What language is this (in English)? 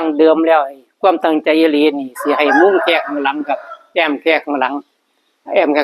Lao